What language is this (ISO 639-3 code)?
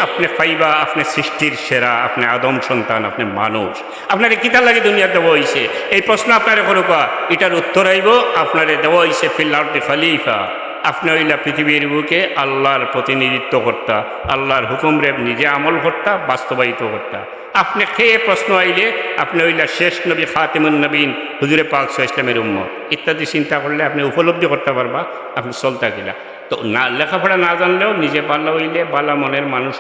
syl